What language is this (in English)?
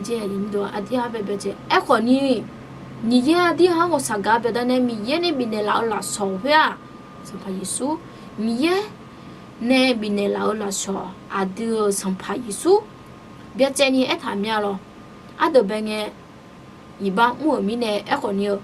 Akha